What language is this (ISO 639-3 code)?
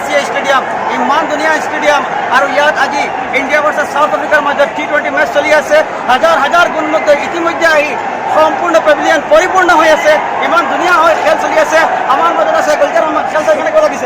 asm